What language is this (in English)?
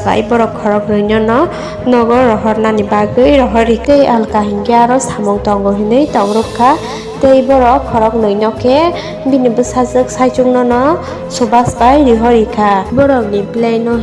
Kok Borok